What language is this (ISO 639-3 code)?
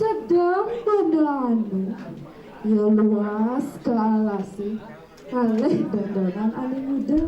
ban